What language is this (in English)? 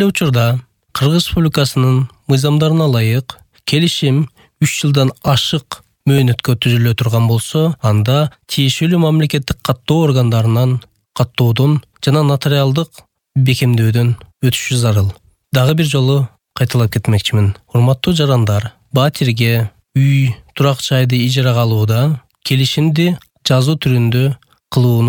Kyrgyz